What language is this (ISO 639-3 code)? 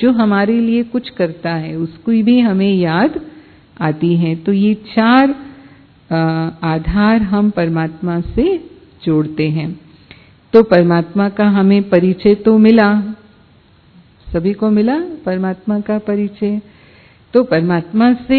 hin